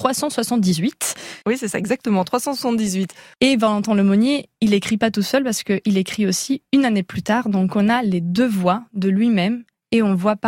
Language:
French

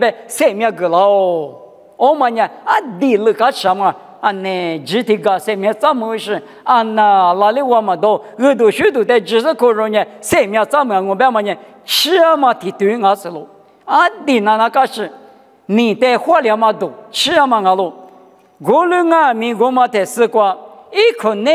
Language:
Lisu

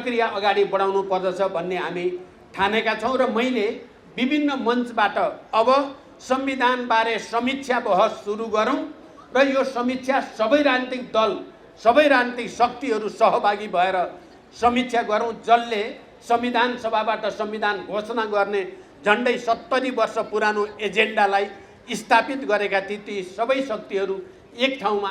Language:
Nepali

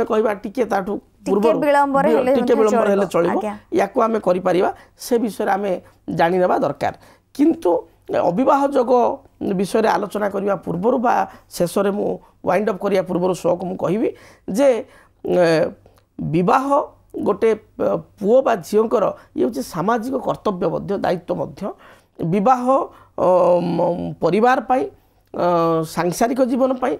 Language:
Odia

